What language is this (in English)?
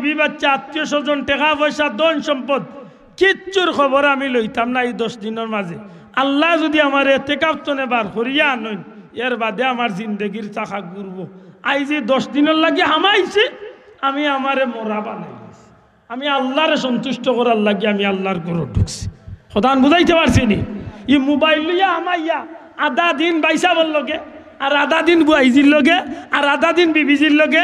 Sylheti